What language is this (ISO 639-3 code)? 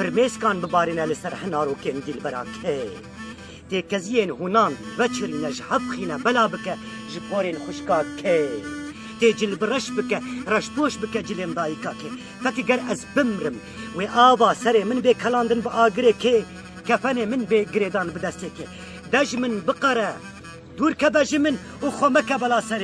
kur